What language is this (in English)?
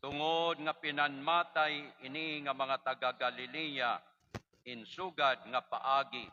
Waray